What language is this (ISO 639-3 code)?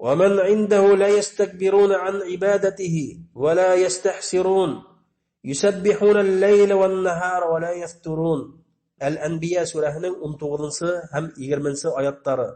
bak